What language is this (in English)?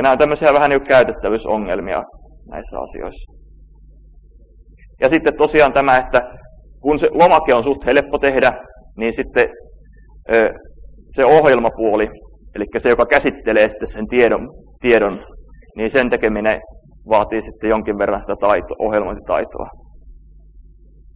Finnish